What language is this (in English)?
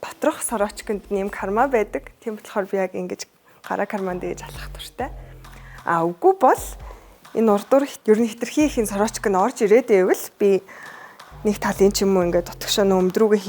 Mongolian